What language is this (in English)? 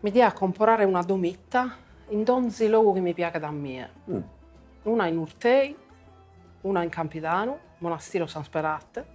Sardinian